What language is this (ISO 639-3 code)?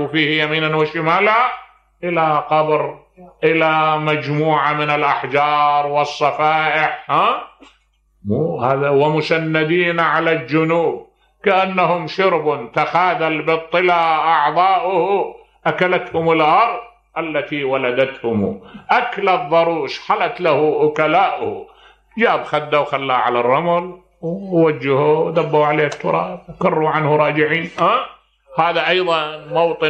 acm